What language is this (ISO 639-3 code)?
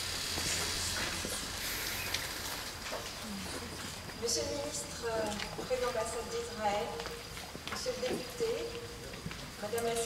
fra